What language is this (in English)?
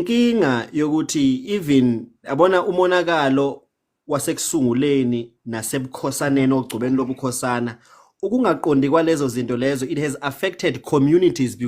Zulu